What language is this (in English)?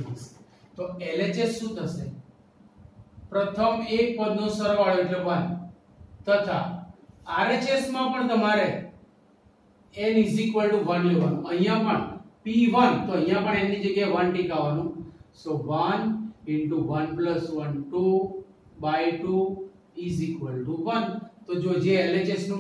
Gujarati